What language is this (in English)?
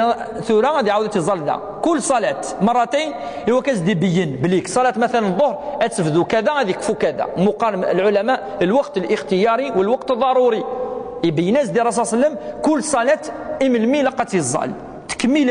Kabyle